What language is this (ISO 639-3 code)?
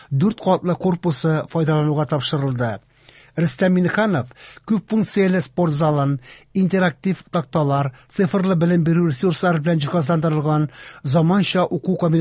tat